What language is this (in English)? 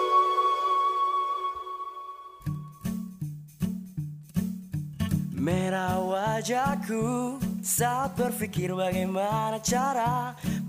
Indonesian